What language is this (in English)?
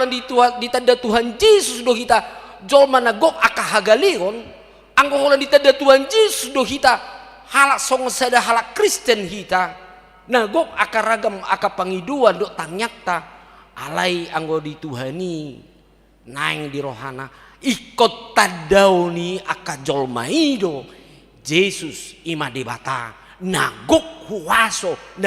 Batak Toba